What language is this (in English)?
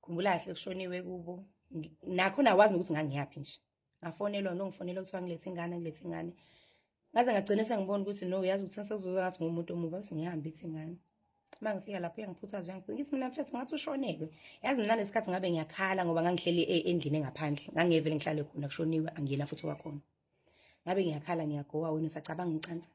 Zulu